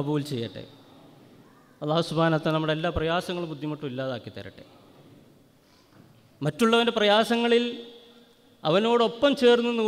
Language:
Malayalam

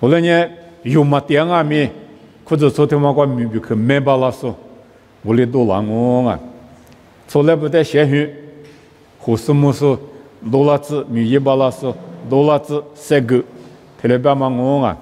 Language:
Lisu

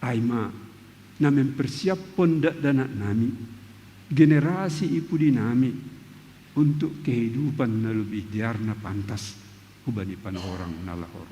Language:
Batak Simalungun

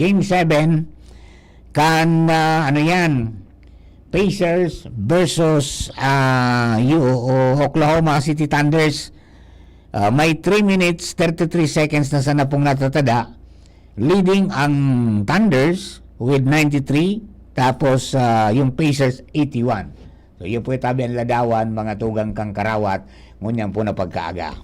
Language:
Bikol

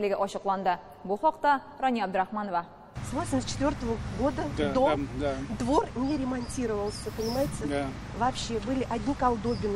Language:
Tatar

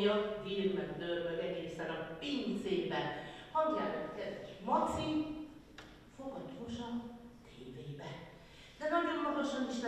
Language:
Hungarian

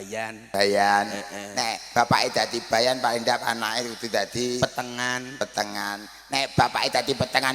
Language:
Javanese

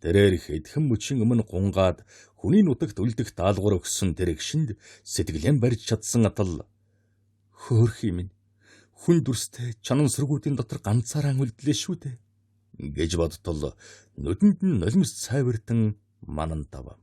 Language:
Mongolian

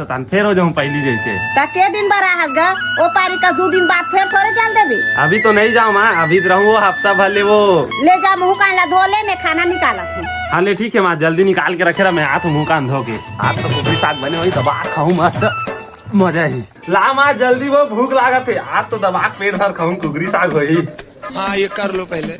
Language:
Chhattisgarhi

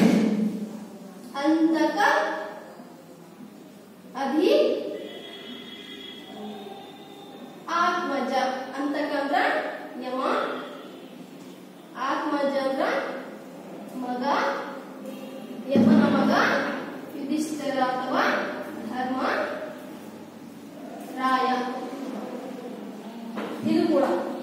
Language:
Kannada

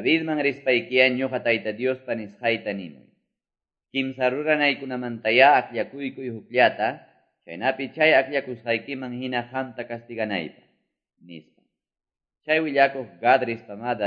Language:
Quechua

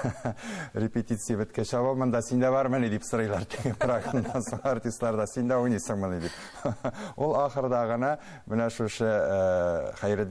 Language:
Tatar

